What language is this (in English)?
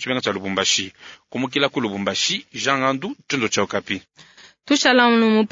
Luba-Lulua